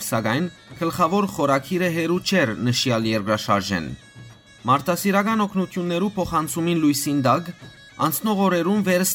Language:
Western Armenian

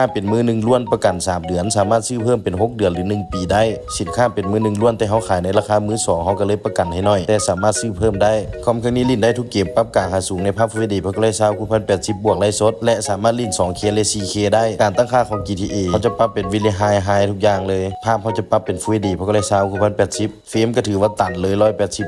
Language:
Lao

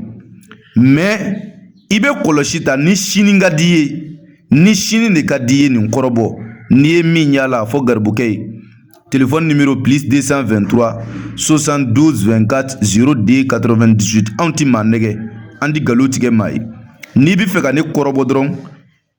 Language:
Bambara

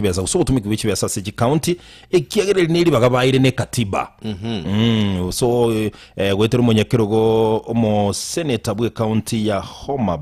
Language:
Gusii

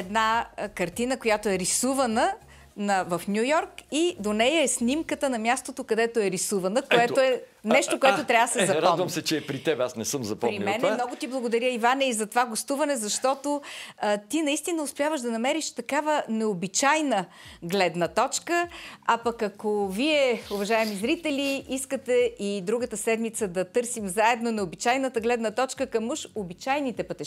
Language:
Bulgarian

